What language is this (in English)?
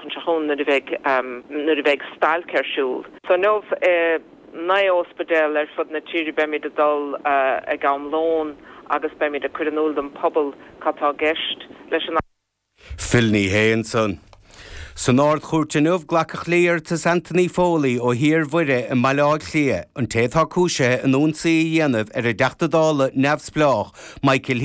Irish